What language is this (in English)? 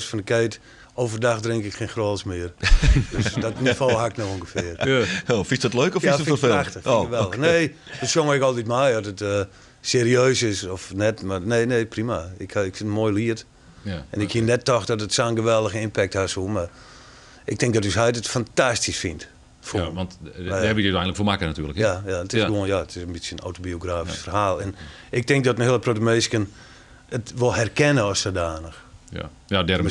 Western Frisian